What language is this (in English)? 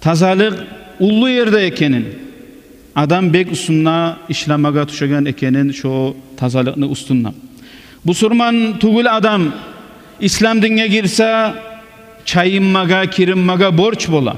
Kumyk